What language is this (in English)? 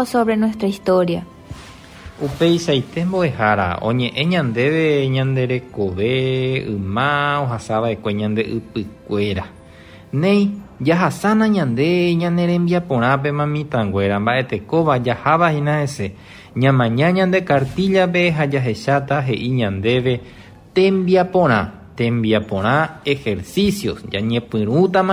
Guarani